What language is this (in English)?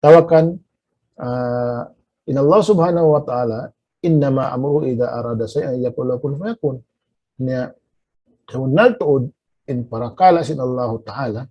Tausug